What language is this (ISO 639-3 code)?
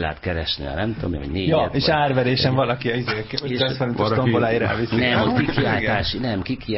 hun